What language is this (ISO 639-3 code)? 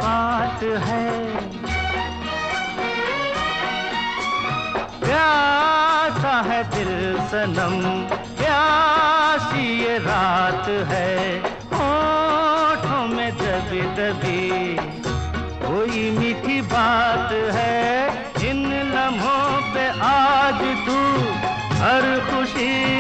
hin